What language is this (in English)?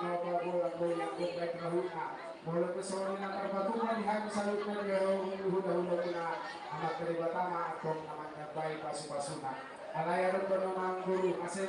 Batak Toba